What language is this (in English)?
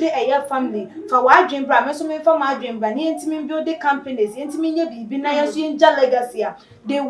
Akan